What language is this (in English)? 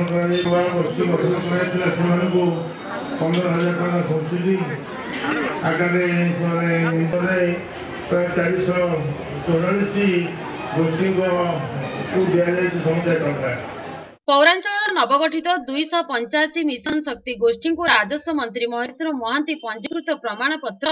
Odia